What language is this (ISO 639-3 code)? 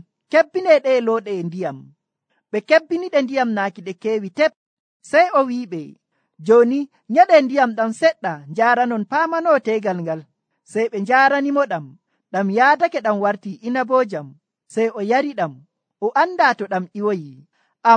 fuv